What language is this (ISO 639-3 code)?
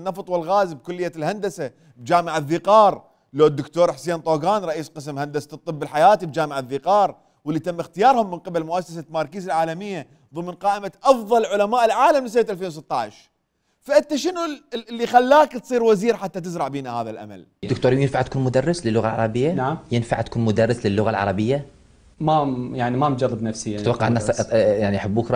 acm